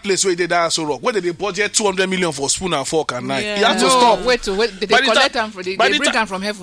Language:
Nigerian Pidgin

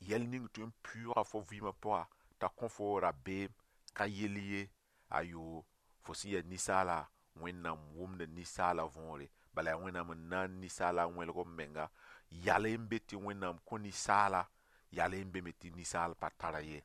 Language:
Mossi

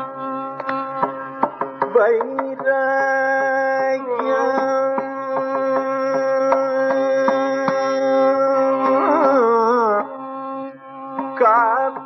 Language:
Tamil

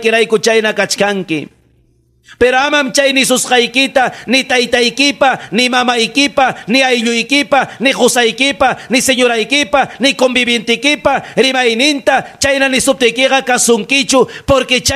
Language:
Ayacucho Quechua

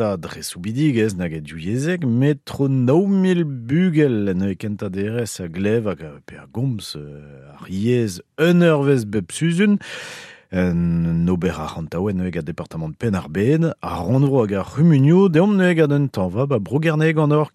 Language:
Breton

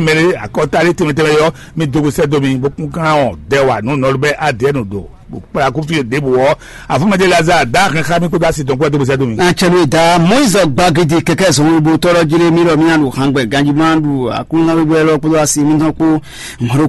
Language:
Fon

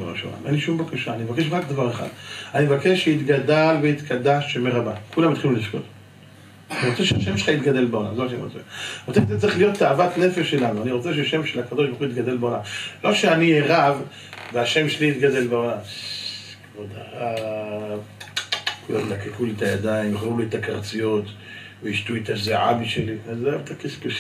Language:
Hebrew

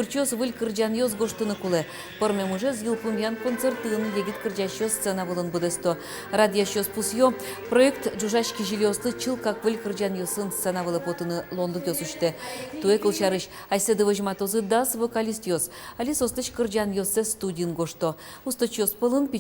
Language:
Udmurt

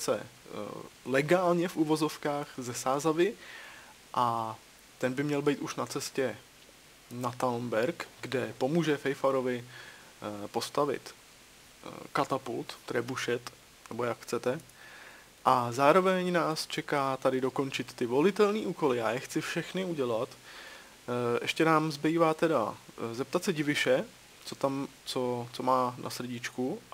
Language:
Czech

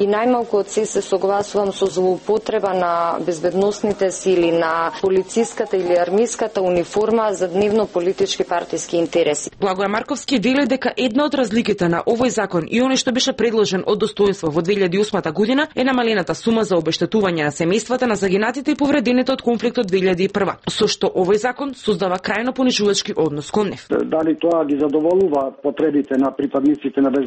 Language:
Macedonian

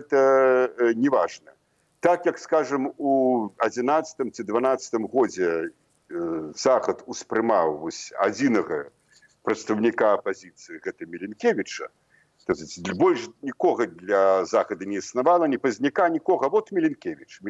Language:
Belarusian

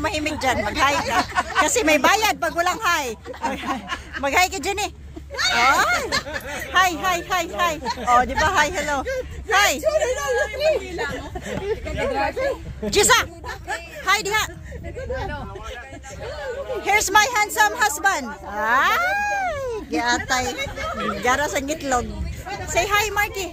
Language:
Filipino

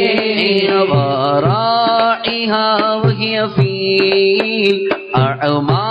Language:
Malayalam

